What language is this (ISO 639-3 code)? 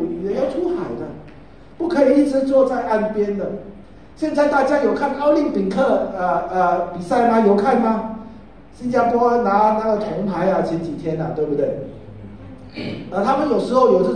zho